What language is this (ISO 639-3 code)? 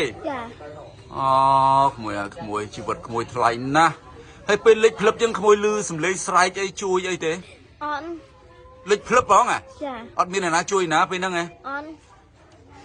khm